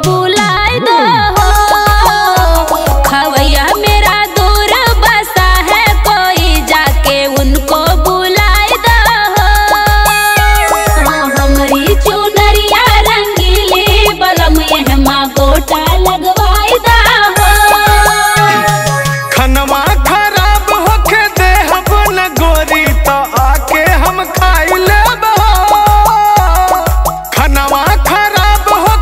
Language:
Bhojpuri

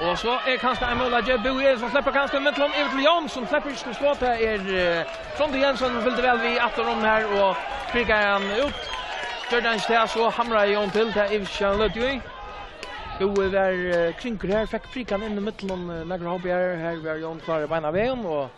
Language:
Faroese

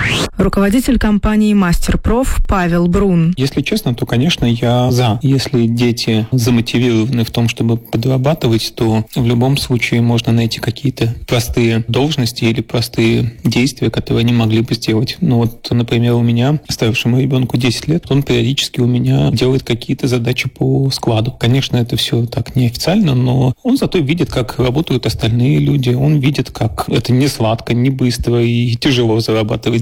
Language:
Russian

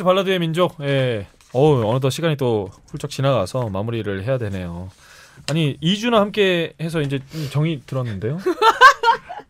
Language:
Korean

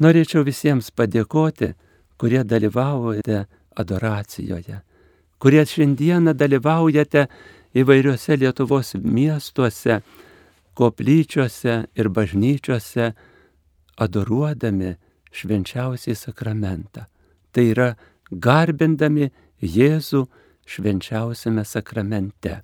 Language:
Lithuanian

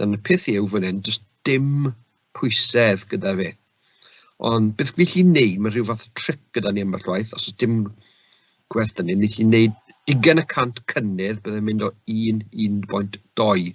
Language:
Welsh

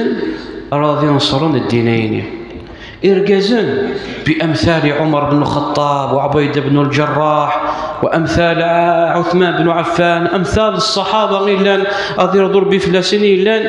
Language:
Kabyle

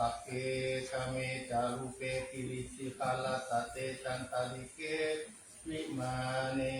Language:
Pali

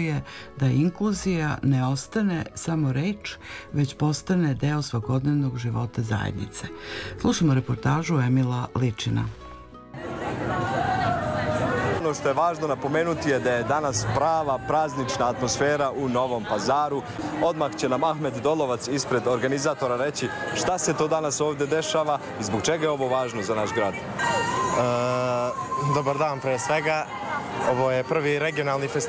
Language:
Serbian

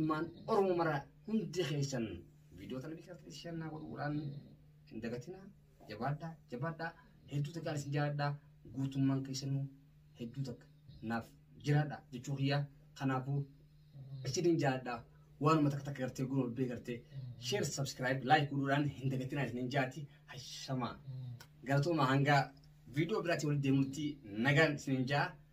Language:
Oromo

